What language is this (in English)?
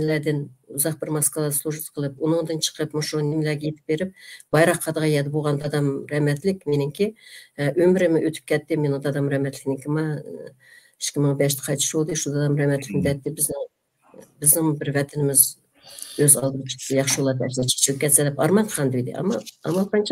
Uyghur